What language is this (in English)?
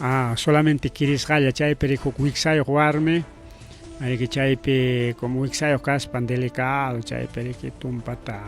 Ayacucho Quechua